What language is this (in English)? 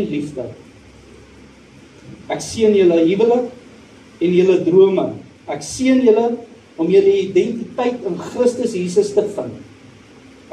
Afrikaans